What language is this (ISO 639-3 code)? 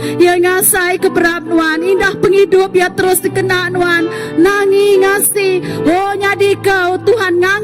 iba